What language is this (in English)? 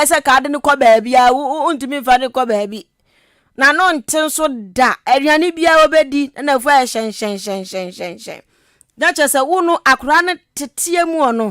Akan